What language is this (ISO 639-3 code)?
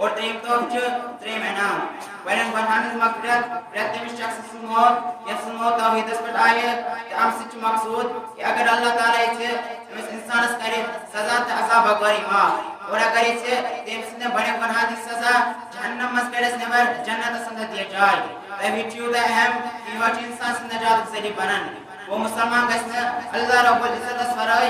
kas